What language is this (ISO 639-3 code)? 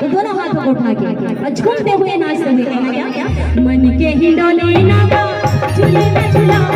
hne